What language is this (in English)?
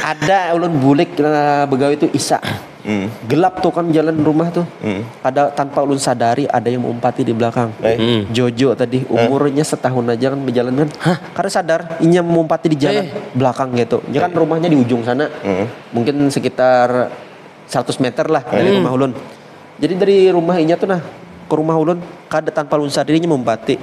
Banjar